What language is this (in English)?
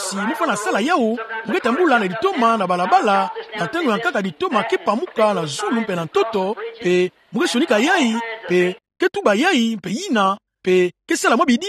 Kituba (Democratic Republic of Congo)